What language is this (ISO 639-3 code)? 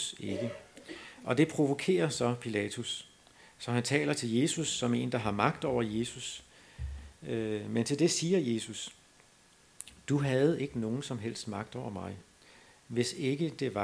dan